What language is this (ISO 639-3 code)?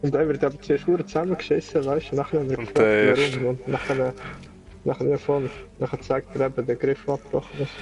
gsw